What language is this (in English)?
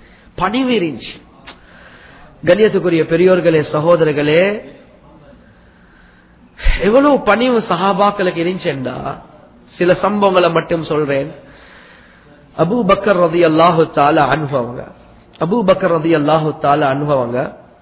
Tamil